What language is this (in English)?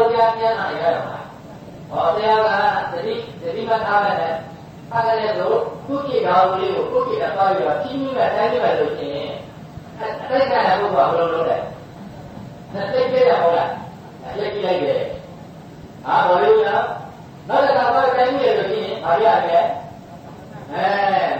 Burmese